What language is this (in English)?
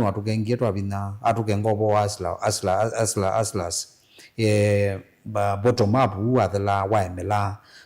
Kamba